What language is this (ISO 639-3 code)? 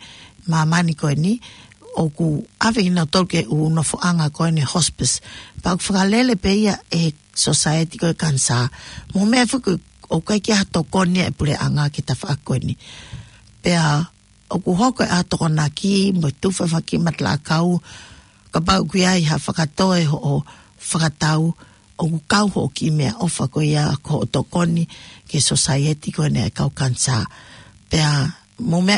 ton